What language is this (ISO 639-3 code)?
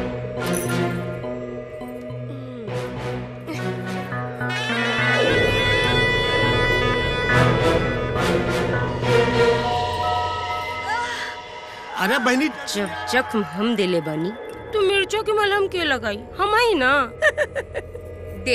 bho